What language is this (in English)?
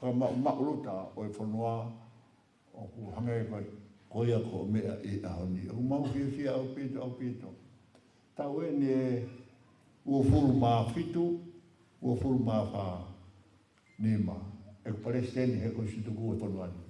Tongan